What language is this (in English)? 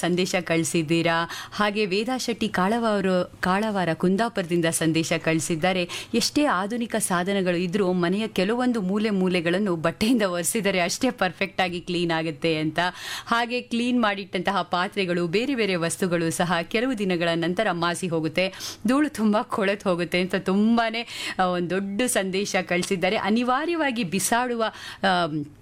Kannada